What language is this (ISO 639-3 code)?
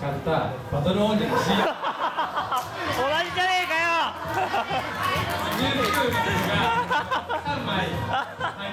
jpn